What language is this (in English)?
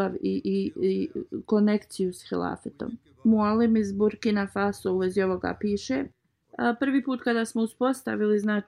Bosnian